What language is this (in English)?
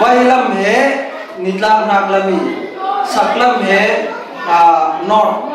Falam Chin